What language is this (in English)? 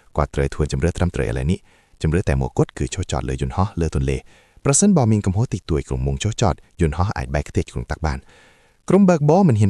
Khmer